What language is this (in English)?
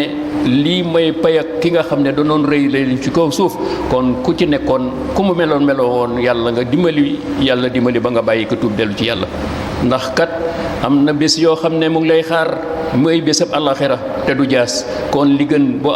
Wolof